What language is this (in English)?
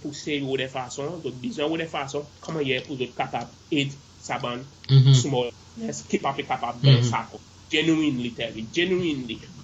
Seselwa Creole French